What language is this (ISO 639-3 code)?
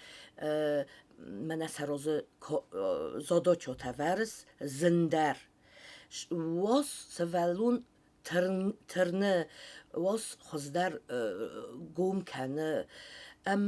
oss